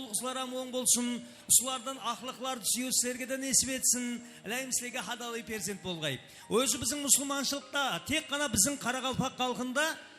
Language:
Kara-Kalpak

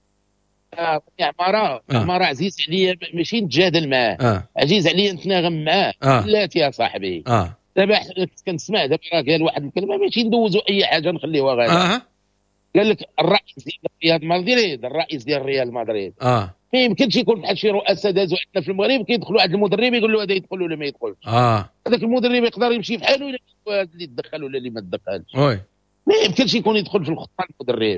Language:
Moroccan Arabic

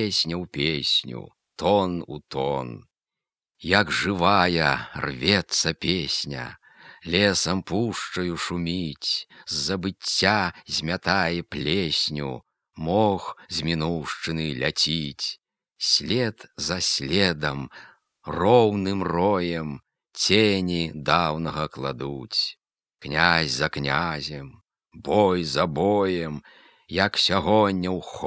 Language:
Belarusian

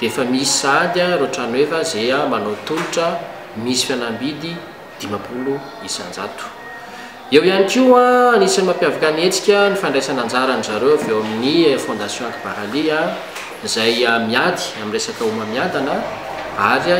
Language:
Malagasy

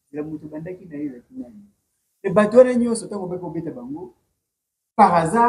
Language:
Lingala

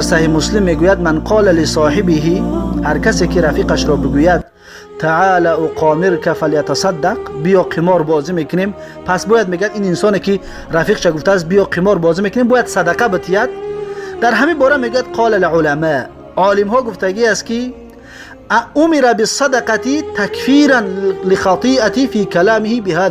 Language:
Tajik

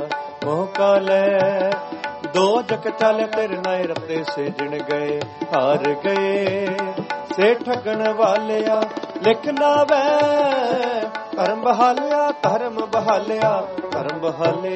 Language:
Punjabi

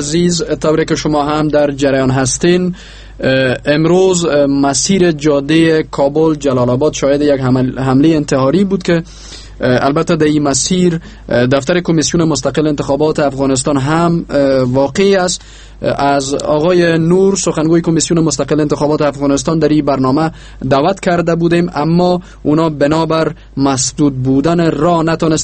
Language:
Persian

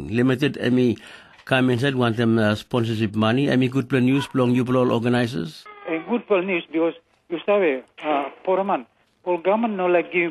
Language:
Tok Pisin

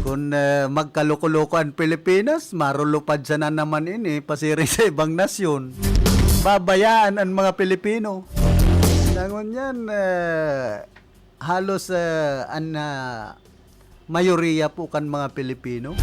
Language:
Bikol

